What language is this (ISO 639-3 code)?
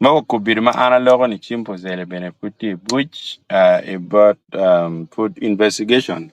ach